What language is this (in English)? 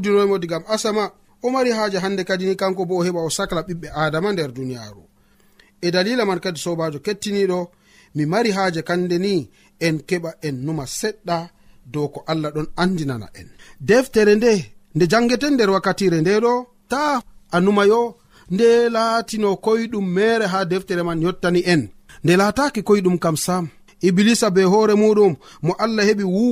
Nigerian Fulfulde